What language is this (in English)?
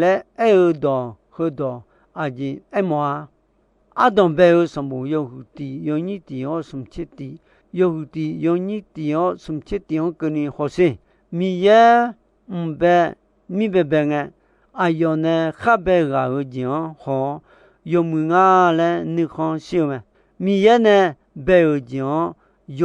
Akha